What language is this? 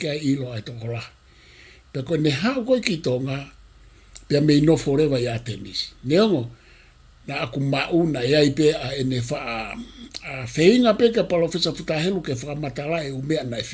Tongan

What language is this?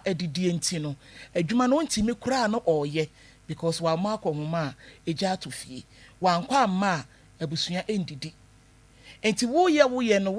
Akan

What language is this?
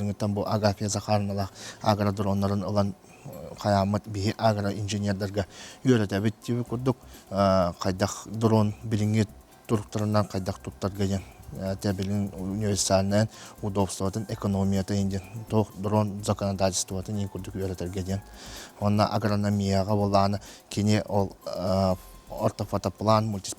Yakut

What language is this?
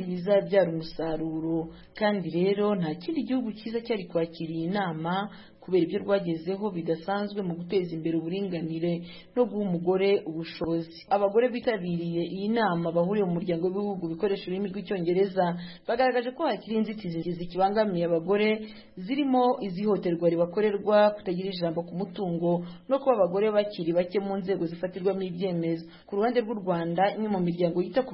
Kinyarwanda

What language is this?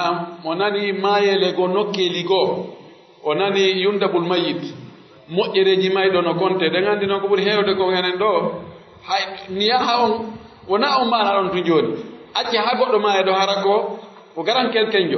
Pular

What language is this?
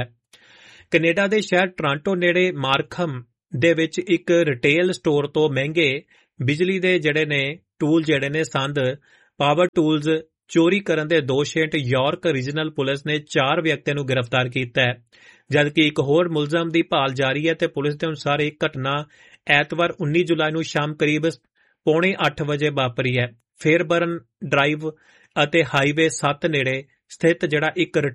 Punjabi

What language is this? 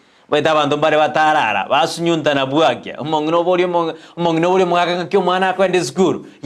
Gusii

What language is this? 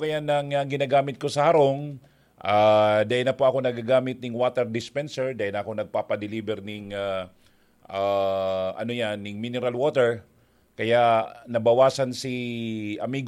Bikol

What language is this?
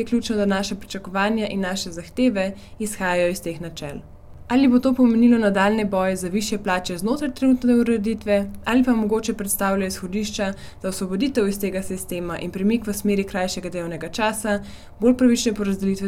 Slovenian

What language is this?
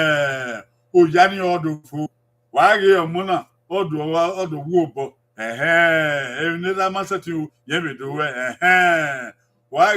Bini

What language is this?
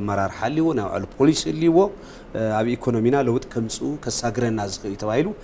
Tigrinya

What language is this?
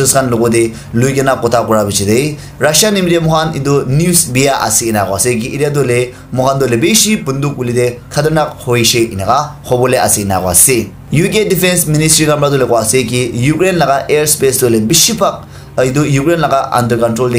Naga Pidgin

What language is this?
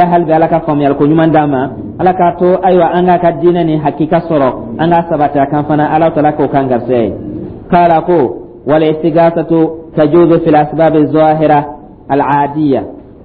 Dyula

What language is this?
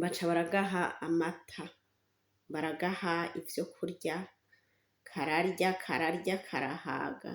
Rundi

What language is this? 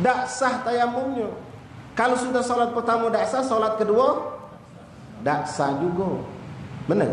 Musi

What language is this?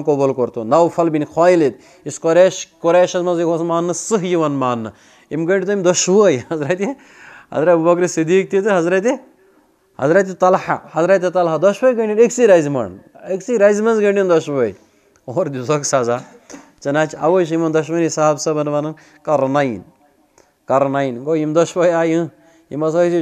Kashmiri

